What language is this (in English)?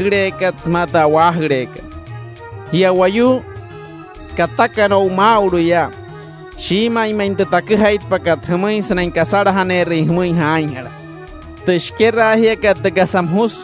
Wayuu